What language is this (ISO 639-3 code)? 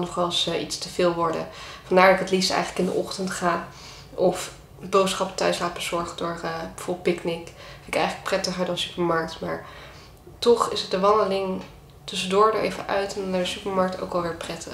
nld